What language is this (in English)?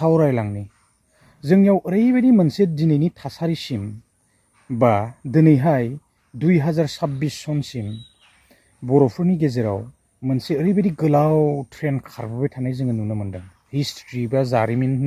Bodo